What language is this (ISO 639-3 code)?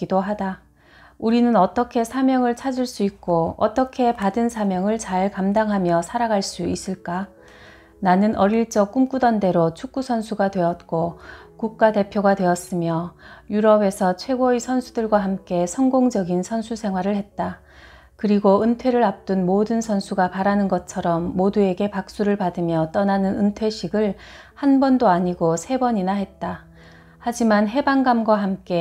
kor